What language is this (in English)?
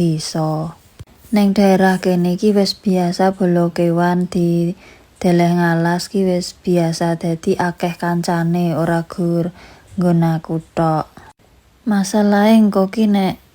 Javanese